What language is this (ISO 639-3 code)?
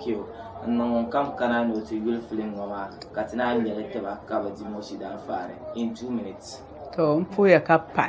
dag